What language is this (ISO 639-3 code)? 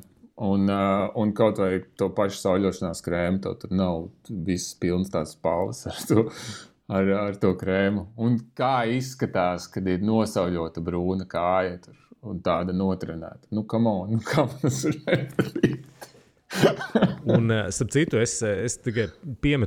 lav